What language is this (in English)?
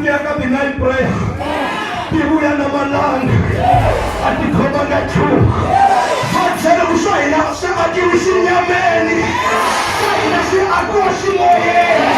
Tsonga